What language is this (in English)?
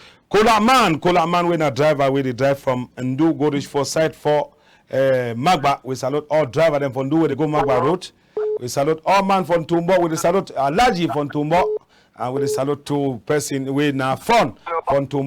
Cameroon Pidgin